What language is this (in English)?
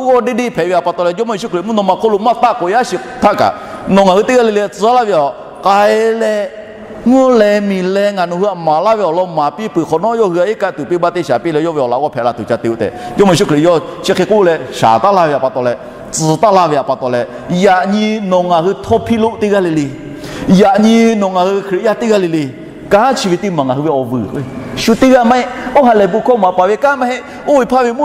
Lahu